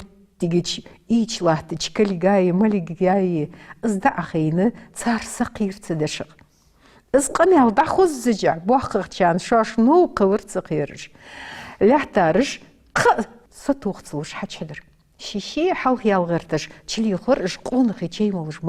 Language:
Ingush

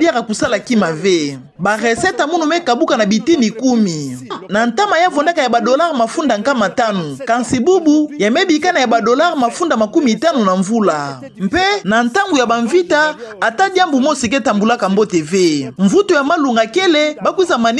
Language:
Kituba (Democratic Republic of Congo)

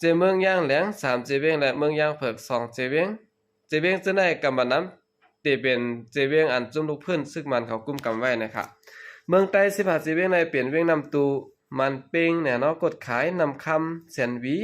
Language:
Shan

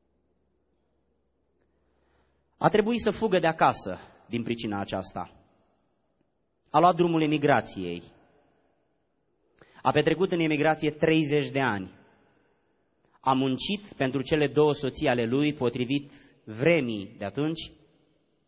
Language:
Romanian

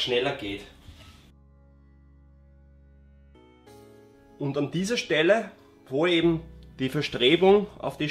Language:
German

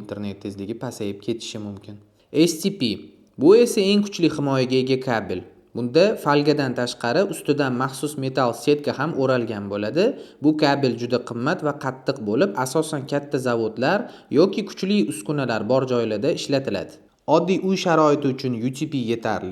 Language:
Uzbek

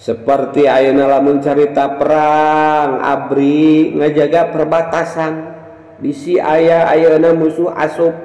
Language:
Sundanese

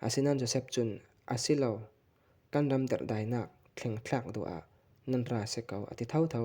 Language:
Falam Chin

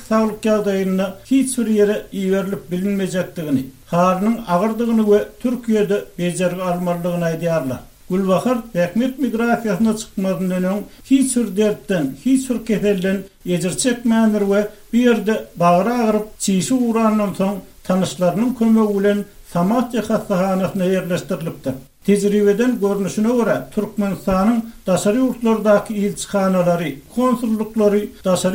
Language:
Turkmen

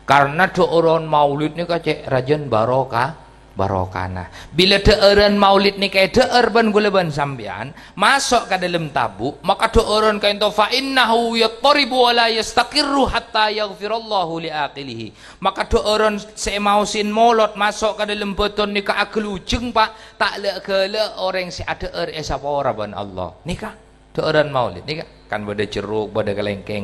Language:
Madurese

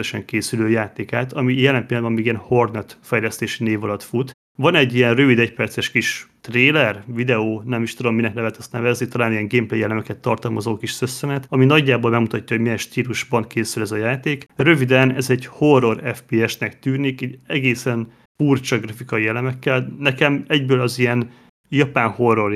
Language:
Hungarian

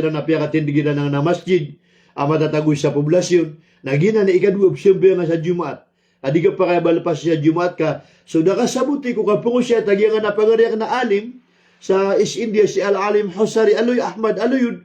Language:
Maranao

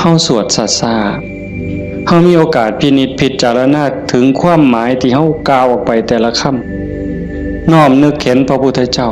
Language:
Northeastern Thai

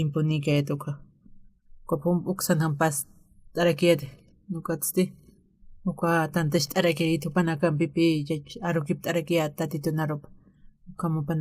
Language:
Aymara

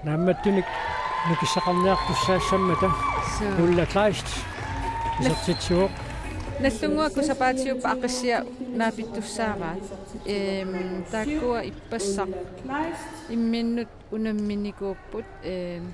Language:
Kalaallisut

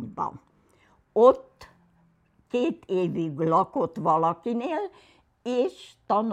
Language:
Hungarian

